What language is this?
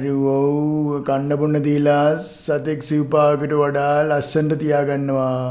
Sinhala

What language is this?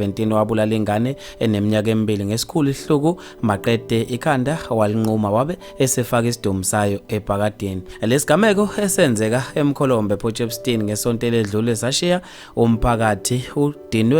Zulu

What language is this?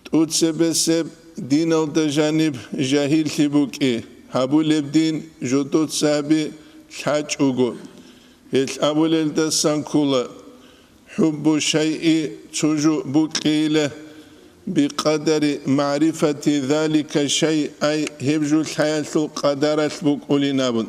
Avaric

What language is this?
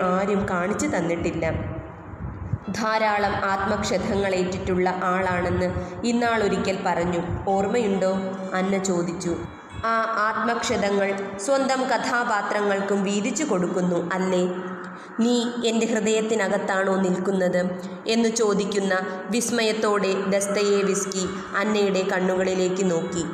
Malayalam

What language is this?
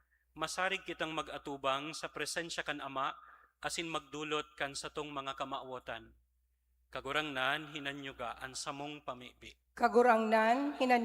Bikol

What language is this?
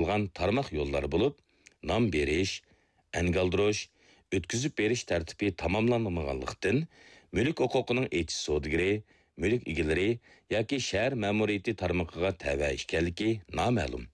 Uyghur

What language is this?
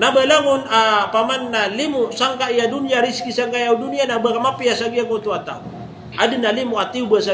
Maranao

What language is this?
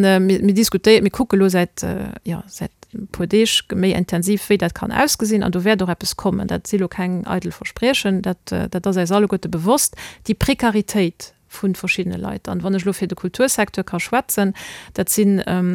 Luxembourgish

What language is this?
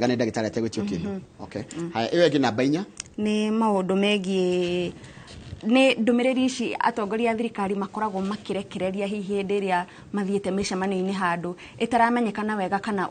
Kikuyu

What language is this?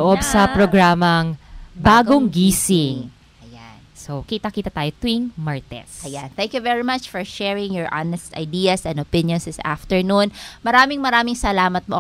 Filipino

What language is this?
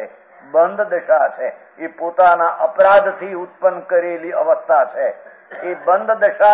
Gujarati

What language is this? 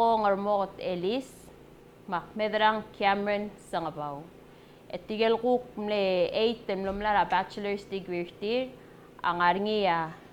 Palauan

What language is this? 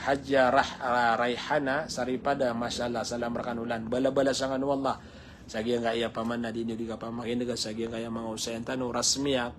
Maranao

